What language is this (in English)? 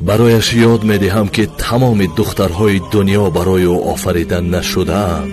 Tajik